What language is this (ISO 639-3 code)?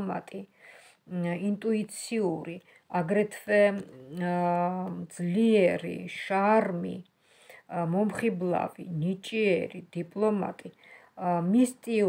kat